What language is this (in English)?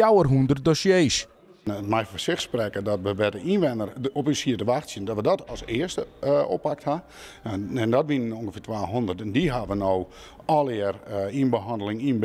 Western Frisian